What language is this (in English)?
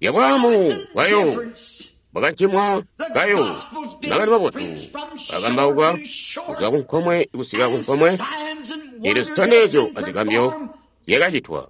Tonga (Zambia)